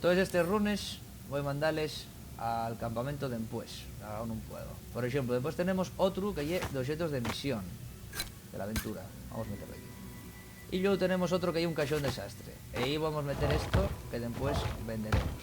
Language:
Asturian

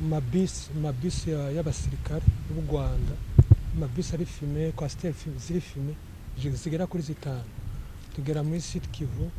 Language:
Rundi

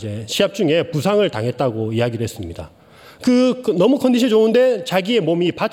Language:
Korean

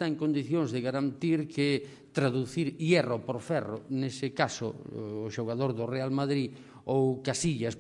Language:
Galician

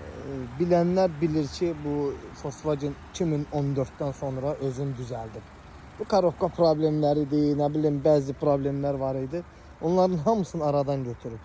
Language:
Azerbaijani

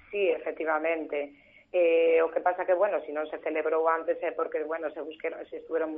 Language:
Galician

